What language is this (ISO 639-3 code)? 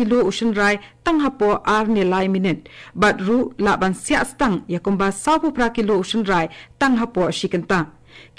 kha